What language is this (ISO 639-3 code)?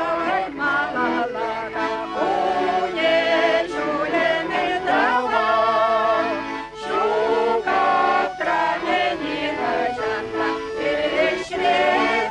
chv